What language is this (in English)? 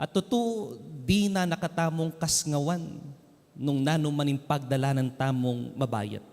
Pampanga